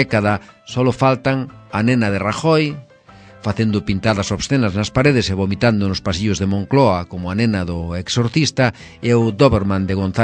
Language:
Galician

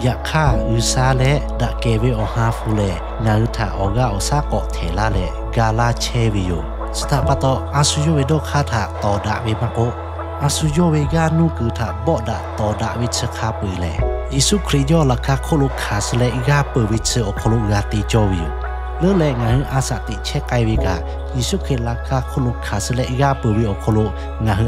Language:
Lahu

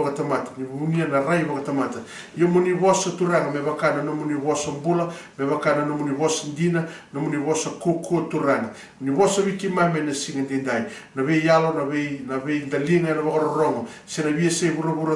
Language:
Fijian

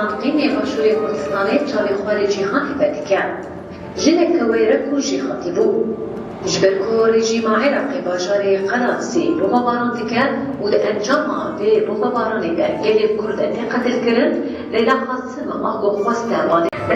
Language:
Kurdish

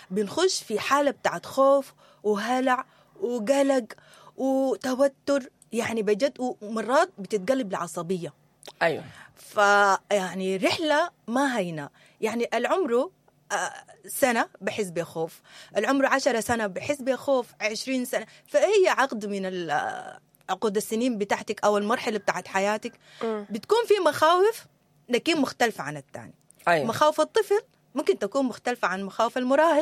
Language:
Sudanese Arabic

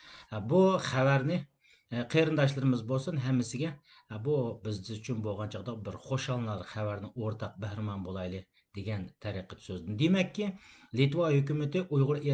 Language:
Uyghur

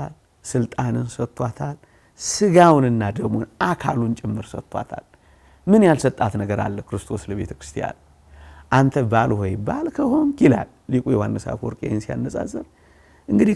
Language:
Amharic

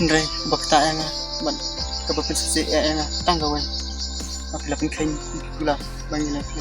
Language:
Khasi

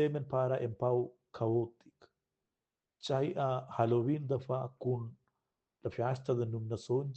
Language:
Romansh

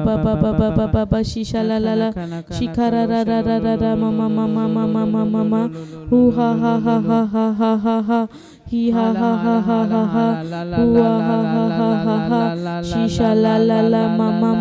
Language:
Tem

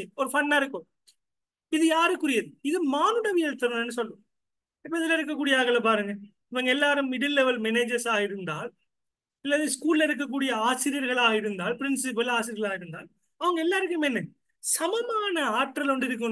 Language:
Tamil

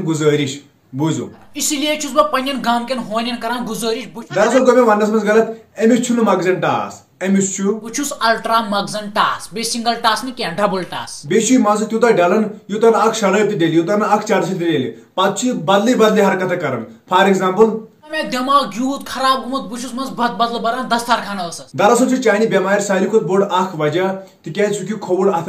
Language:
Kashmiri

